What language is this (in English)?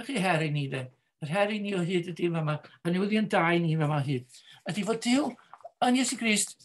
Welsh